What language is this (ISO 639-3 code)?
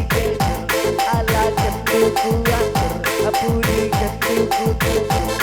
btx